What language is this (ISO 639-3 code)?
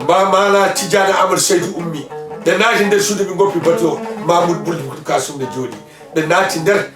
ful